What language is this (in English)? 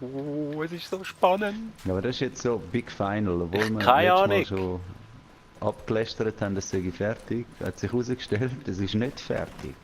Swiss German